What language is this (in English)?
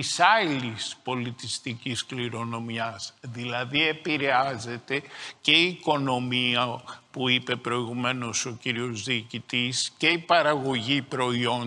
Greek